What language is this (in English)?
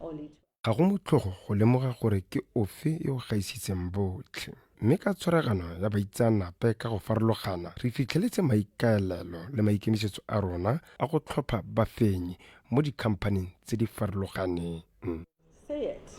Tswana